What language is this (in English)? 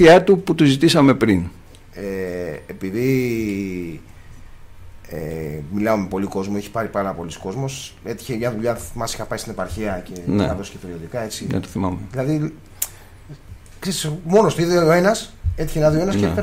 Greek